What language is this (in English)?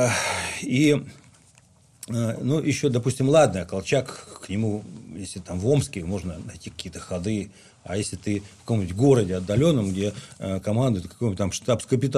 Russian